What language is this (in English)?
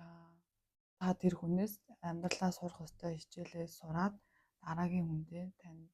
Mongolian